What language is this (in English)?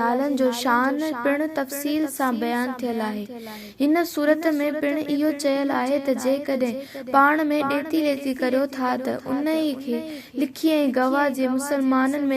Sindhi